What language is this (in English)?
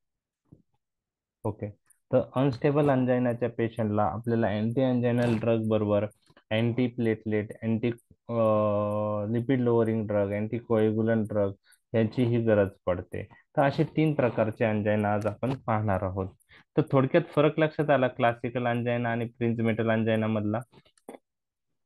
Marathi